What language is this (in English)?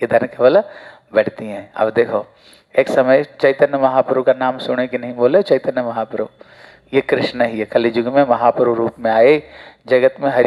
Hindi